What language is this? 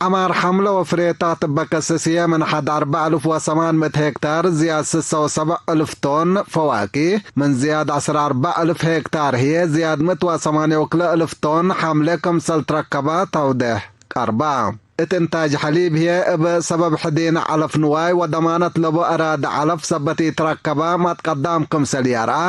Tigre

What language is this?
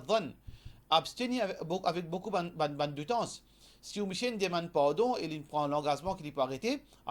Morisyen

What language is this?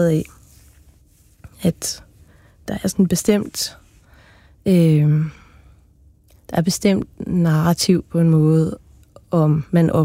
Danish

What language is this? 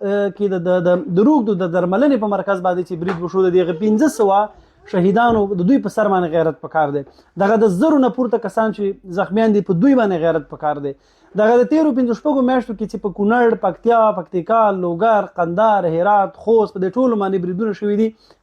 Pashto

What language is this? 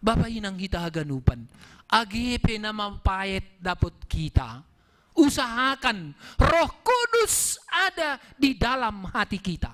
Batak Simalungun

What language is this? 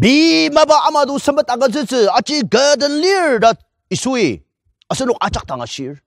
Ao Naga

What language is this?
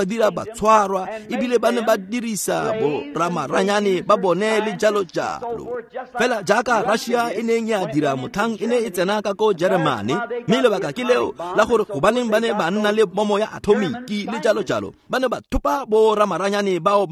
Tswana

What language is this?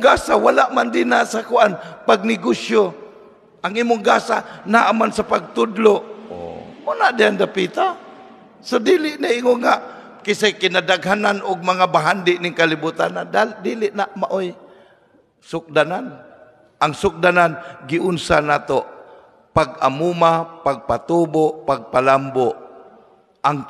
Cebuano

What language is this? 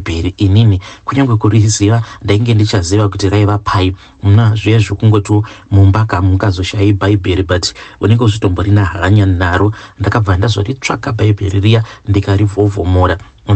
Shona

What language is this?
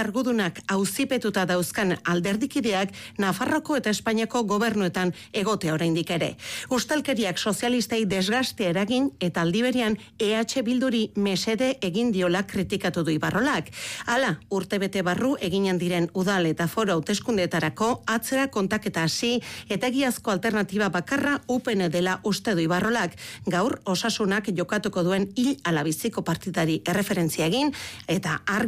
Basque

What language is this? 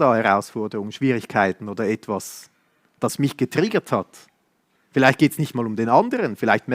Swiss German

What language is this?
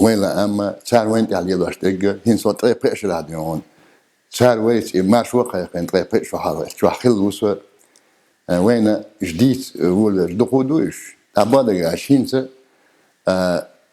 Chechen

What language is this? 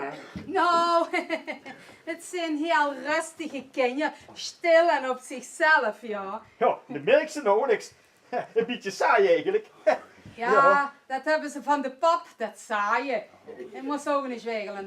Limburgish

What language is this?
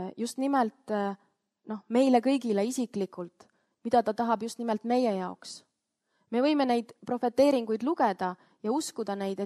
Estonian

